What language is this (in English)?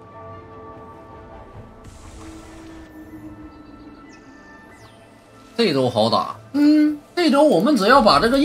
Chinese